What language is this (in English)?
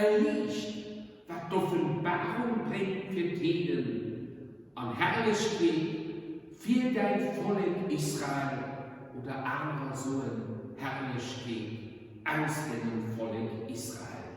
Luxembourgish